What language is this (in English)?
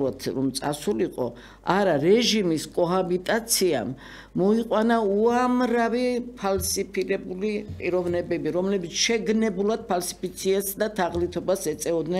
Georgian